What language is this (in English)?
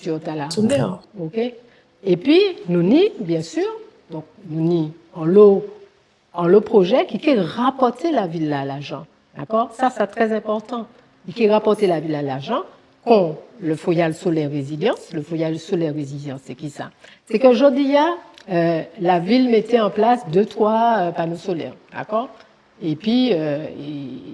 Guadeloupean Creole French